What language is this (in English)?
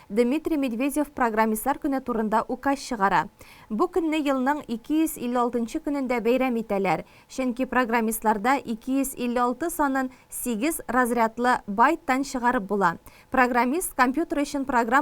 Tatar